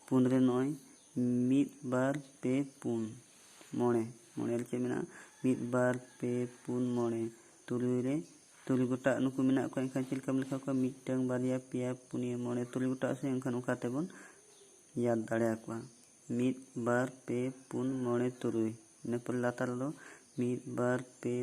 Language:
Santali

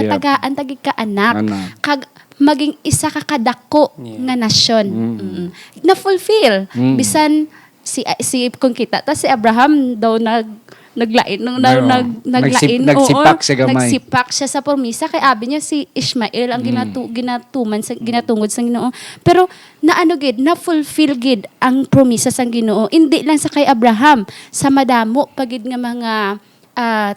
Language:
Hiligaynon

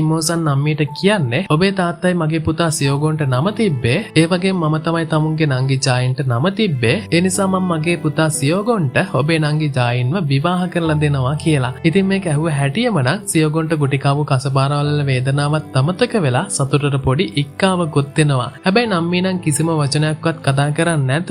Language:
Sinhala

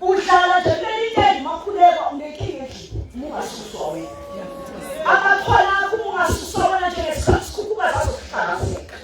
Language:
Zulu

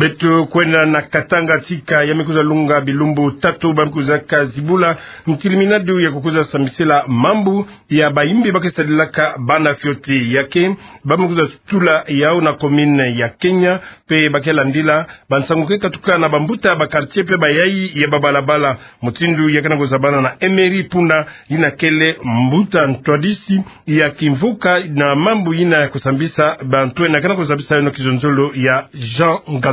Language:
Kituba (Democratic Republic of Congo)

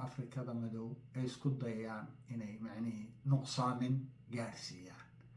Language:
Somali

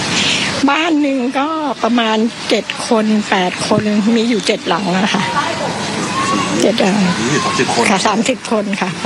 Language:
Thai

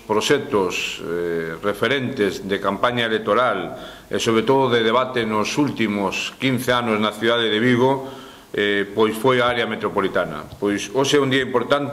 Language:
Galician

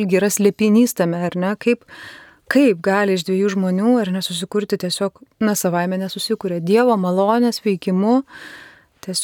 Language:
Lithuanian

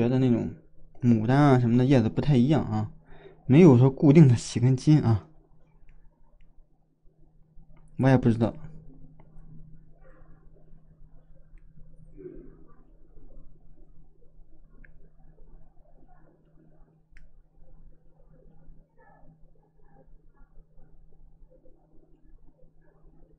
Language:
Chinese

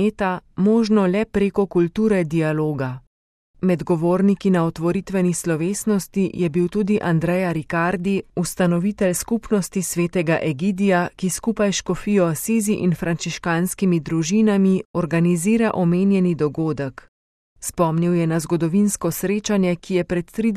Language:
Slovenian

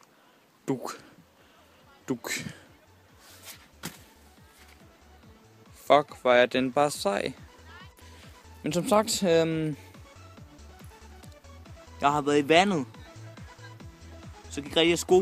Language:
Danish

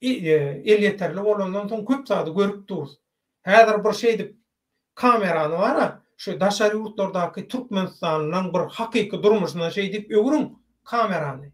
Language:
Turkmen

